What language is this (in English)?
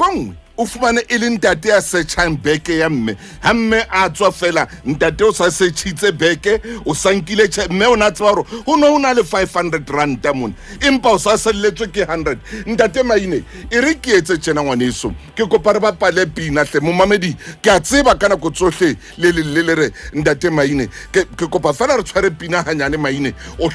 Southern Sotho